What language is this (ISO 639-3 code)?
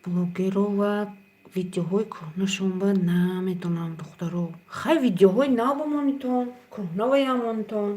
tgk